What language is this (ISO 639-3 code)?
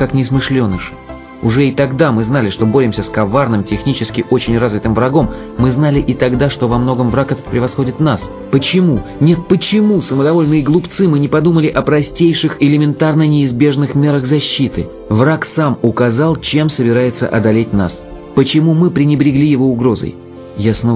rus